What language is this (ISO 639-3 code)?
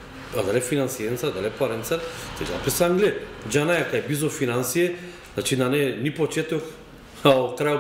mkd